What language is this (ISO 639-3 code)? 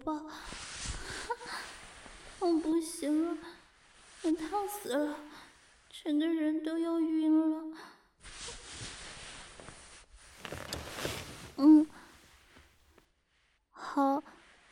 zho